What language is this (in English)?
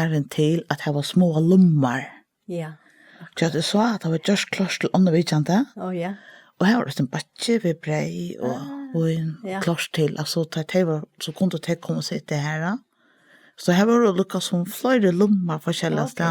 Faroese